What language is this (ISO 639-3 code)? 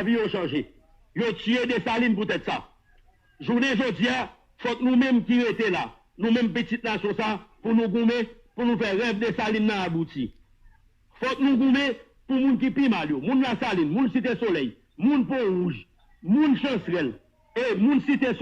hat